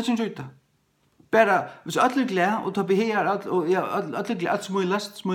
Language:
Faroese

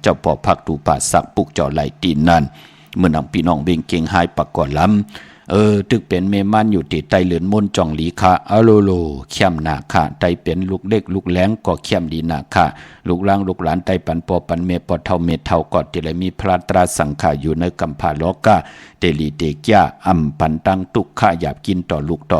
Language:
Shan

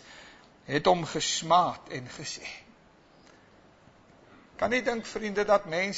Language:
Afrikaans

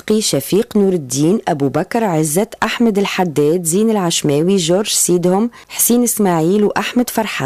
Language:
Tunisian Arabic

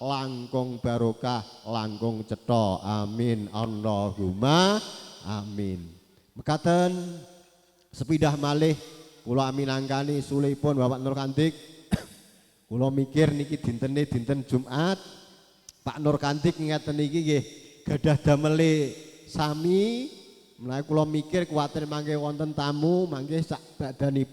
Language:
Javanese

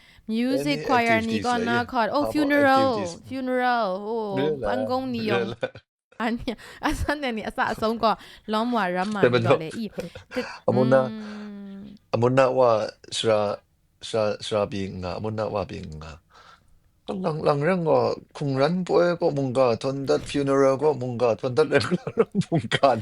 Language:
Kachin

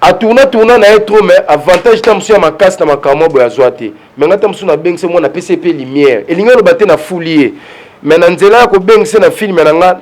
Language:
Lingala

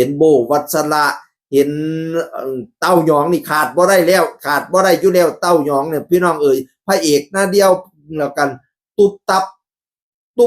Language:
Northeastern Thai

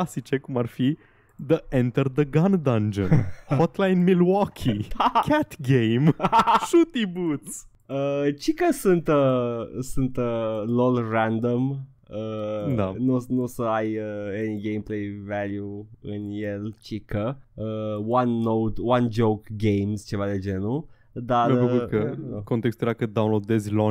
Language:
Romanian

